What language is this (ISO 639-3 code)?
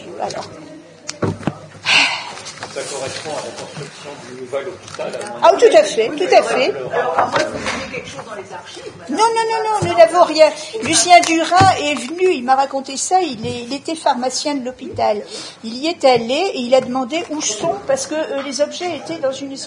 fra